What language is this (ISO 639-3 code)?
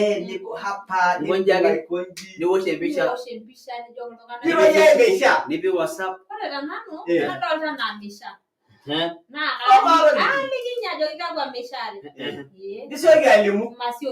mas